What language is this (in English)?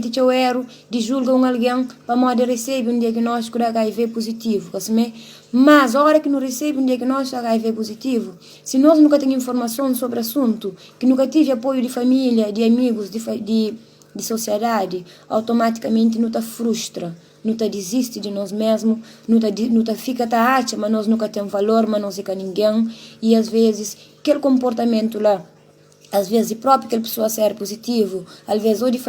Kabuverdianu